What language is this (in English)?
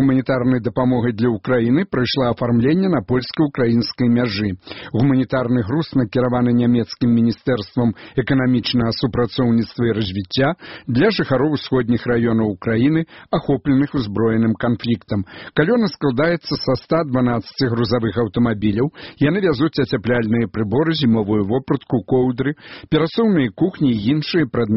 Belarusian